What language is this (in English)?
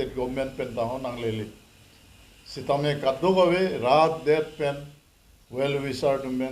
Karbi